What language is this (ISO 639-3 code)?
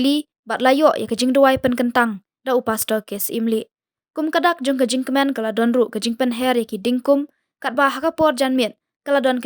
kha